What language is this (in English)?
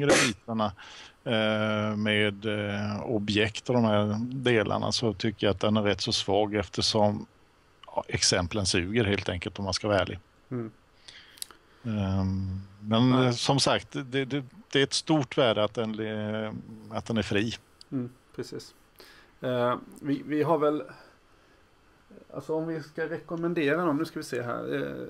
Swedish